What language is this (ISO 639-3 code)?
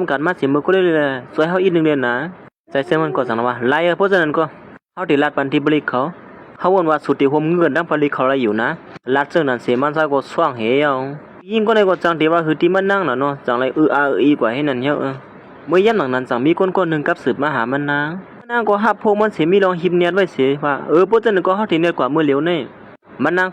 shn